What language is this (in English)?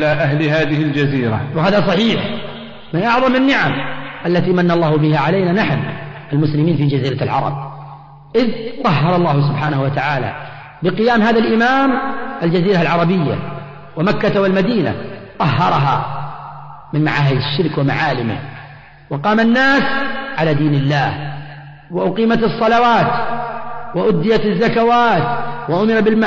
Arabic